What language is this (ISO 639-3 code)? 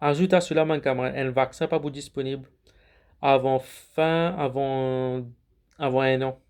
mfe